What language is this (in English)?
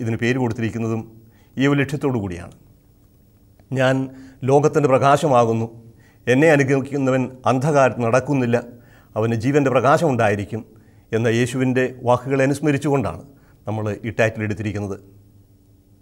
Malayalam